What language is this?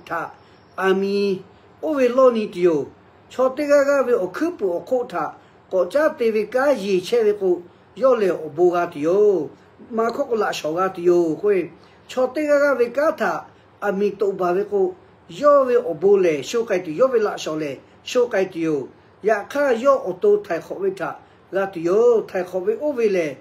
Lahu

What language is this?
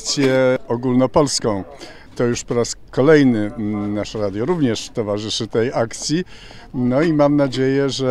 Polish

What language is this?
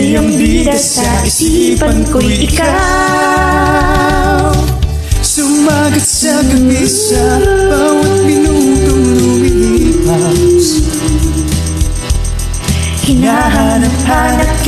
Filipino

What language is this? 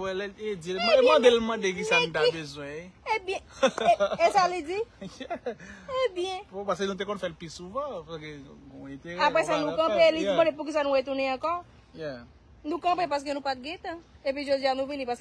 Haitian Creole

